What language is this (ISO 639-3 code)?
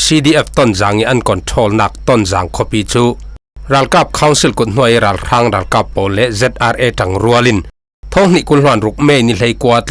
cfm